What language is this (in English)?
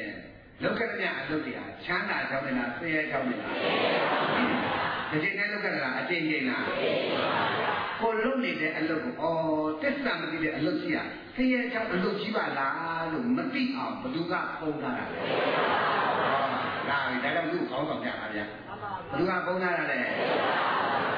Burmese